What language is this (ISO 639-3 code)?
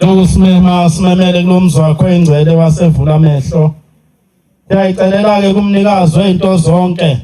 zul